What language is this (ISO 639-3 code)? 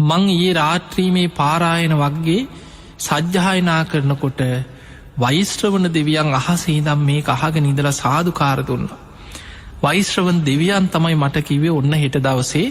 sin